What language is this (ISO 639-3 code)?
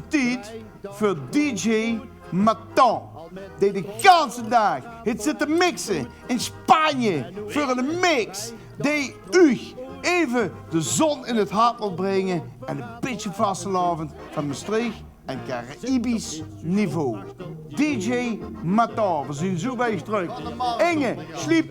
lim